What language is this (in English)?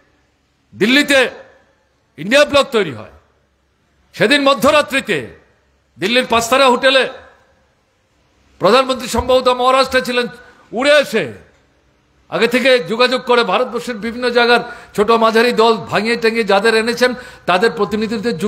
Bangla